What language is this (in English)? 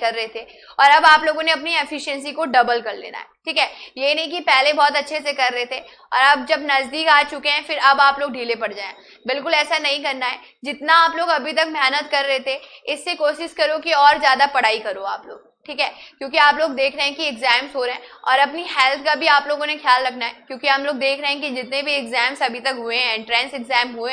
Hindi